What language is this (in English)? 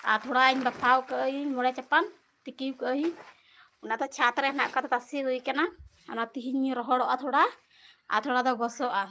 Santali